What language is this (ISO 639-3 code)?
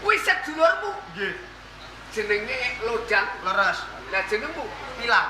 jav